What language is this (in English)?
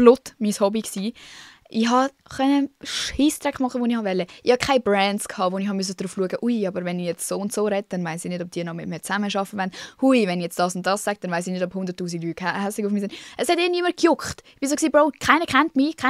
Swiss German